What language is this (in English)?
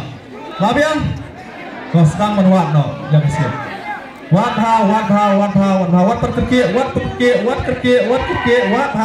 Khasi